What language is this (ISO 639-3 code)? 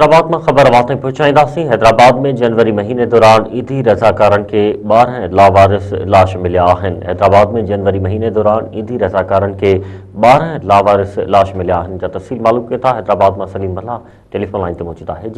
snd